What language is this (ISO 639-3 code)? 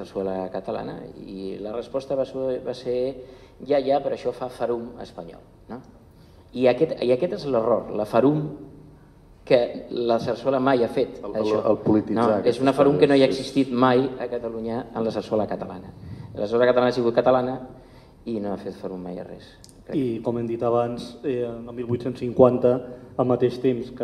cat